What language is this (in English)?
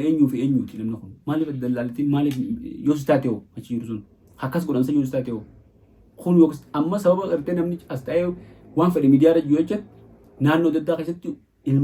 Oromo